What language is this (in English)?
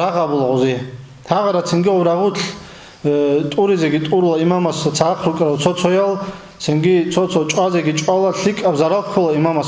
Avaric